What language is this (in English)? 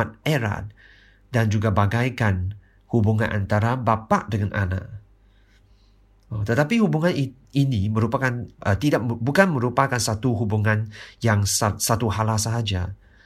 Malay